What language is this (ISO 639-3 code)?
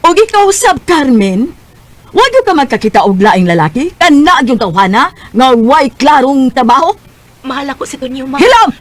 ceb